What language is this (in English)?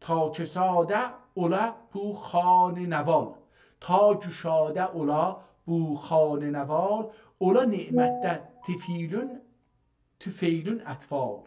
South Azerbaijani